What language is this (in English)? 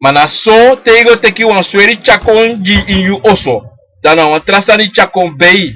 Sranan Tongo